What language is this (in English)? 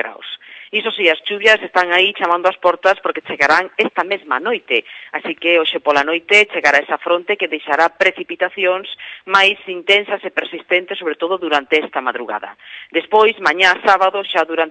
Galician